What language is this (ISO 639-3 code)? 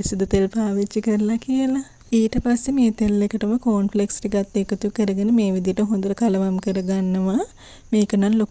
sin